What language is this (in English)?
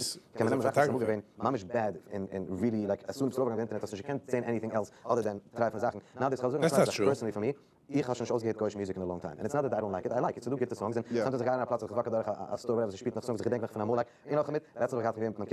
Yiddish